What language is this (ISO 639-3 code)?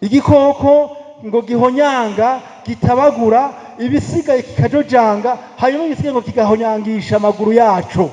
run